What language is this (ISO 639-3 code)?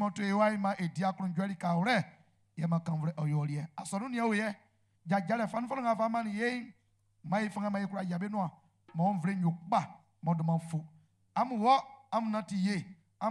bci